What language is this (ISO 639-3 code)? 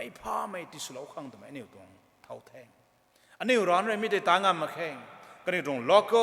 nbu